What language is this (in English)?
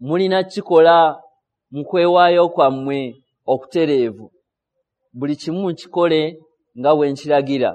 Ganda